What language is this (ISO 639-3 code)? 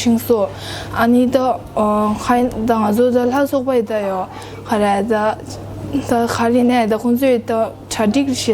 bod